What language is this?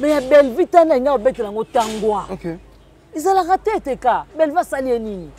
Lingala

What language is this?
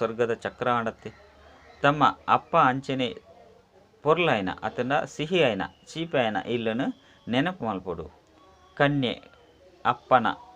Tulu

